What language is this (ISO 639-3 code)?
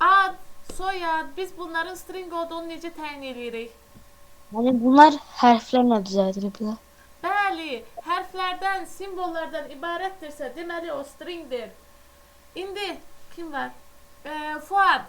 aze